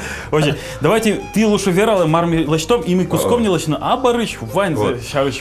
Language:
Udmurt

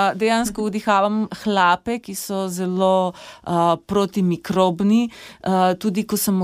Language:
Slovenian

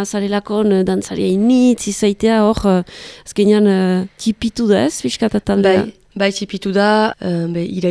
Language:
Basque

